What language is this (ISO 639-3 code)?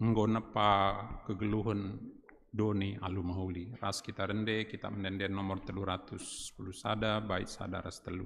btx